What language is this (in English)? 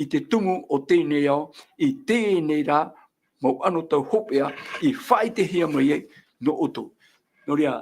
Tahitian